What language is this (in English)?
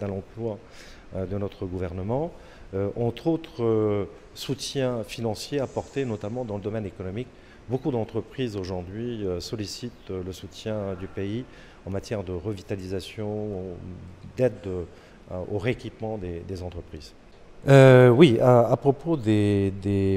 Tahitian